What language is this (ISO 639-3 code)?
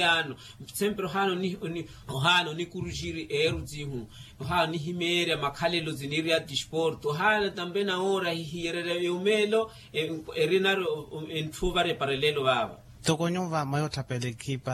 vmw